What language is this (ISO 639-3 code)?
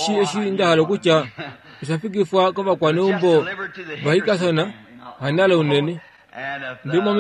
kua